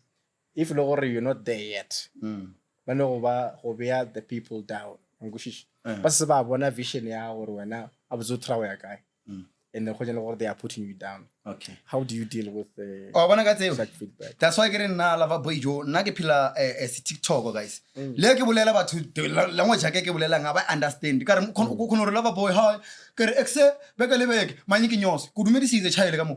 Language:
Northern Sotho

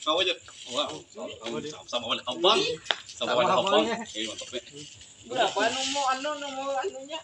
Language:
Banjar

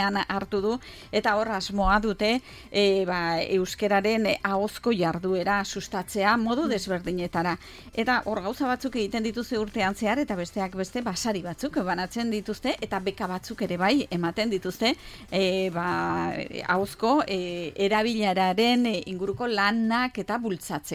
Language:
Basque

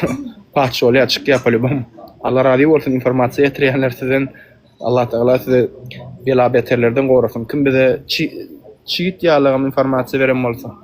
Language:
Turkmen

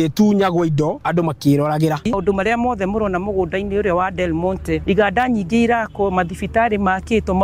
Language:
Kikuyu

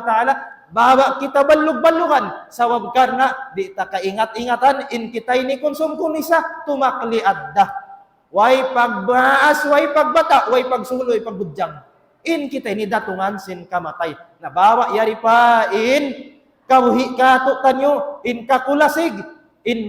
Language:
Tausug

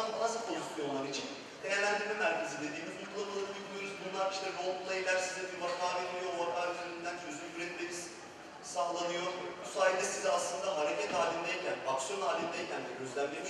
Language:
Turkish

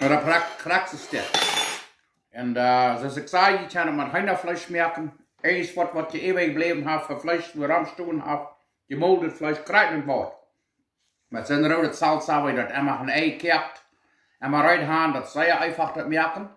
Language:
Plautdietsch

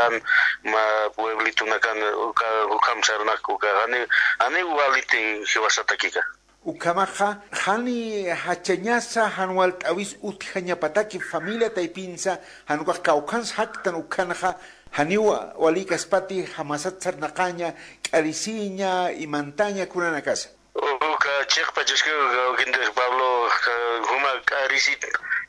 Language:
Aymara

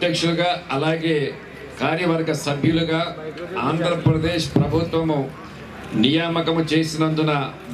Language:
Telugu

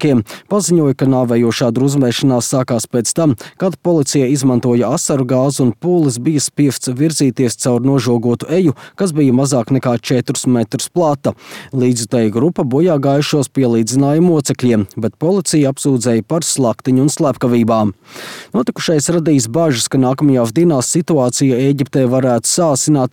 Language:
Latvian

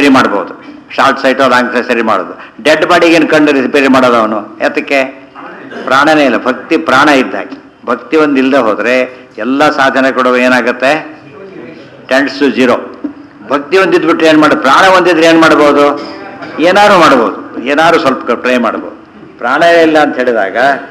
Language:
Kannada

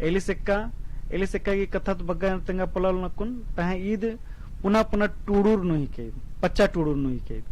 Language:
Kurukh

